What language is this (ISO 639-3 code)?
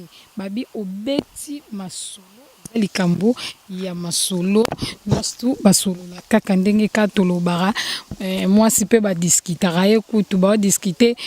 lin